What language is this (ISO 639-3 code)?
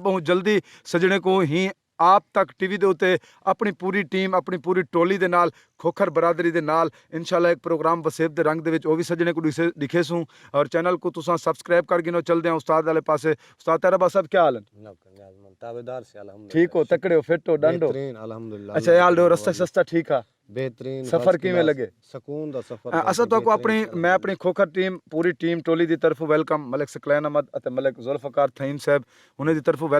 skr